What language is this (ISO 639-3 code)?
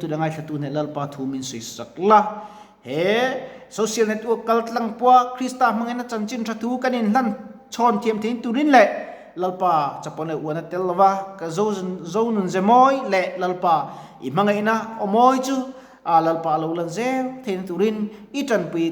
lus